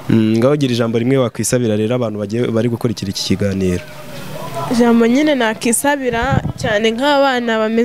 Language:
Kinyarwanda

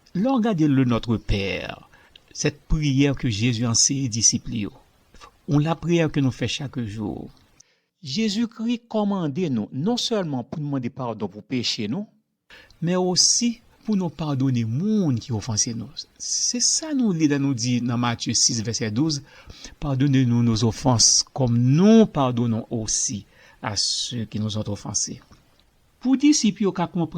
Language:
Haitian Creole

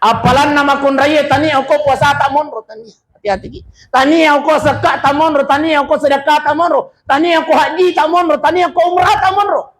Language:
Buginese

